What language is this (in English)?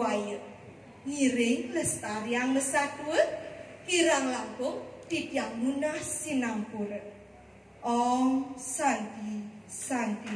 Balinese